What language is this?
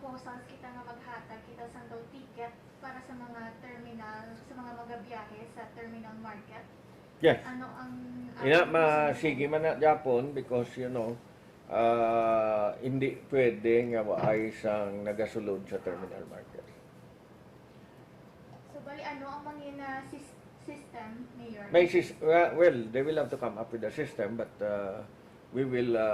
Hiligaynon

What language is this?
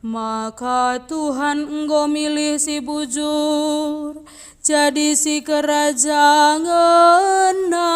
Batak Karo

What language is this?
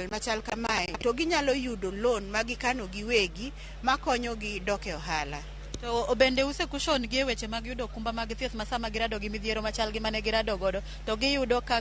Luo (Kenya and Tanzania)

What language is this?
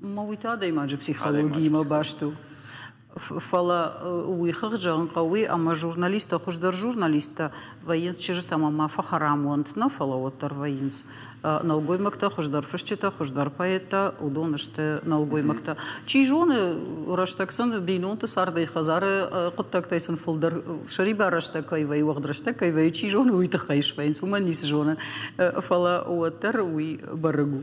Ossetic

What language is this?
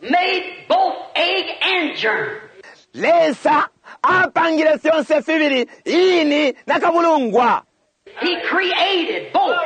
Bemba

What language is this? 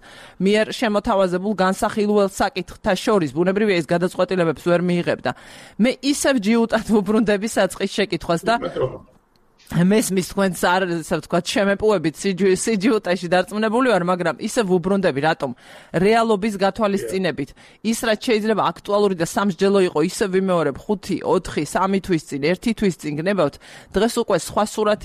Georgian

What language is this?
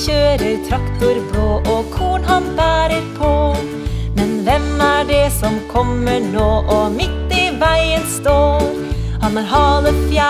Norwegian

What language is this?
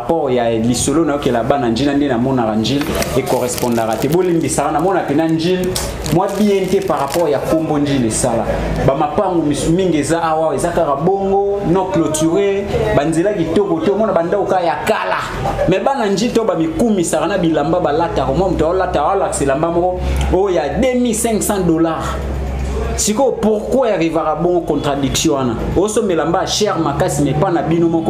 Lingala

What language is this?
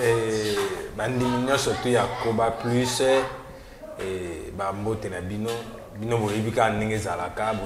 Lingala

